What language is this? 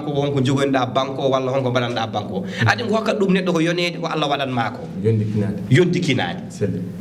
Fula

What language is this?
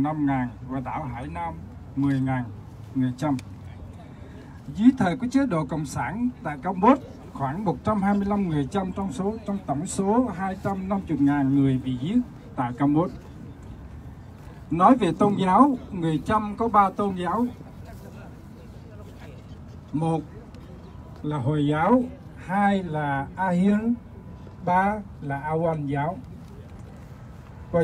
Vietnamese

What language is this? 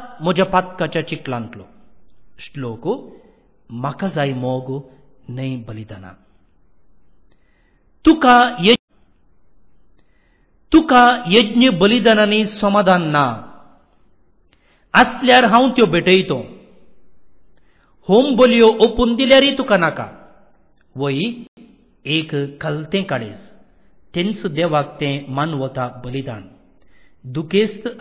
Konkani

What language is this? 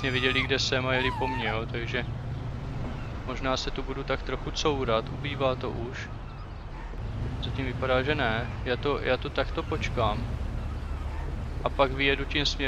Czech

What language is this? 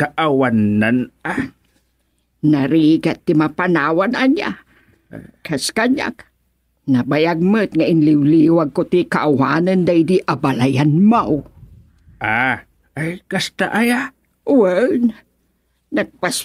Iloko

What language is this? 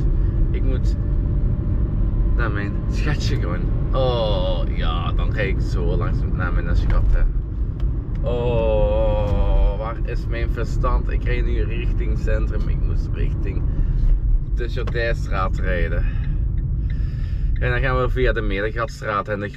Dutch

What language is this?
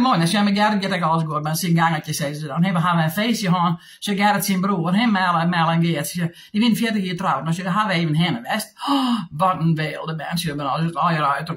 Western Frisian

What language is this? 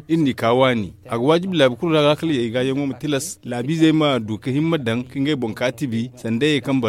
Zarma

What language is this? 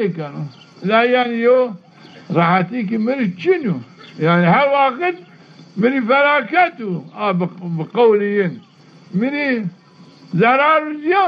Zaza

